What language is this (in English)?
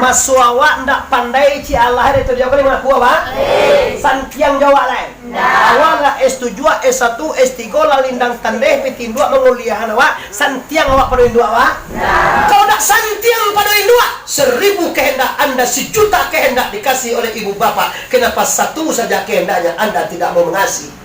Minangkabau